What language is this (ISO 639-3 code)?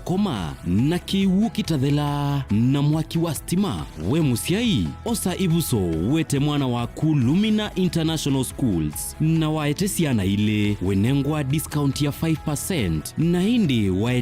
kam